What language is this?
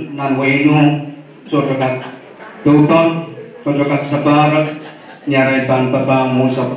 Pohnpeian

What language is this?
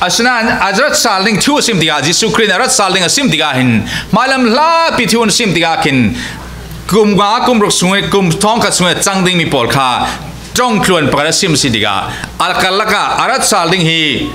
Falam Chin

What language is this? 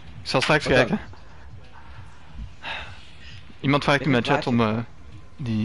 Dutch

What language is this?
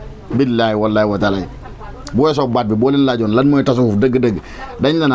Wolof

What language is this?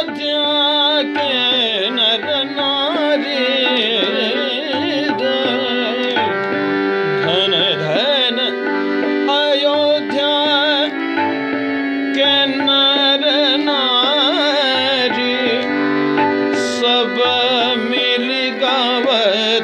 Bhojpuri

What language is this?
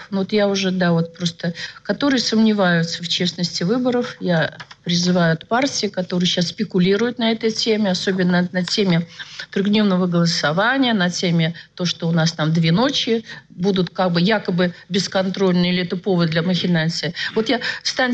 Russian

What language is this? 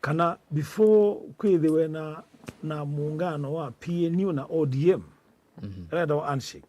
Kamba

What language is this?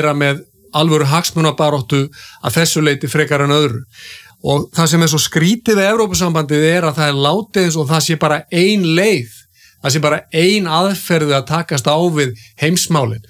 Icelandic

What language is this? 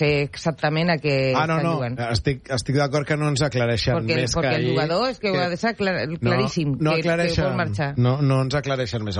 Catalan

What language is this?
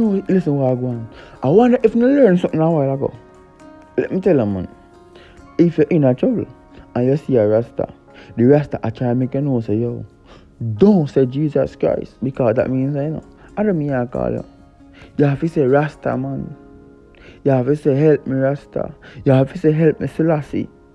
Jamaican Creole English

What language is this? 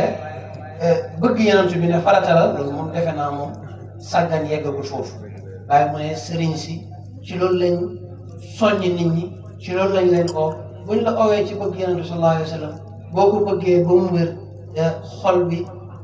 Wolof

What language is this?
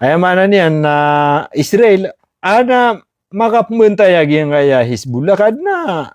Maranao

